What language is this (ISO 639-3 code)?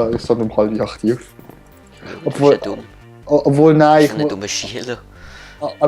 gsw